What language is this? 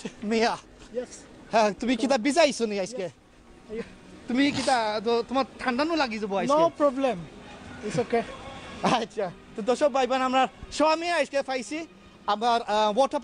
Sylheti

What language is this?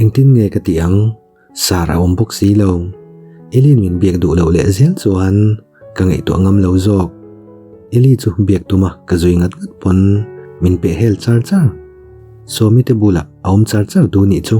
Mizo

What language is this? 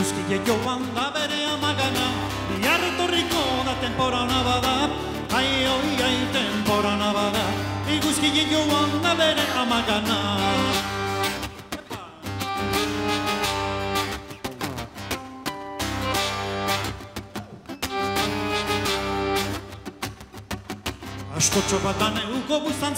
Basque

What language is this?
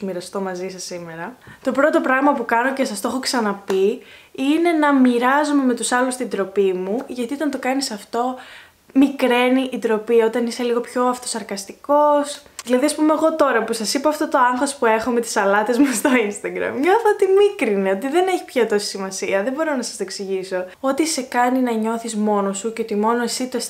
Greek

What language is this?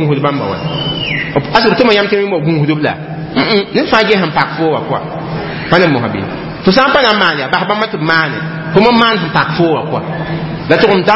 Mossi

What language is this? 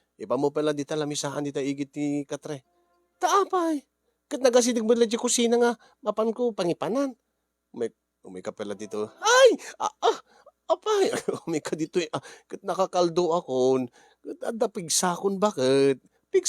Iloko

